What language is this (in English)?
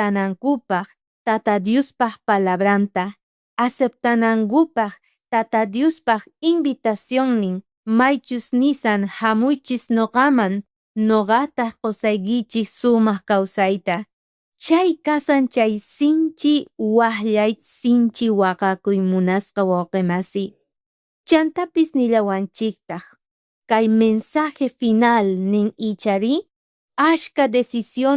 South Bolivian Quechua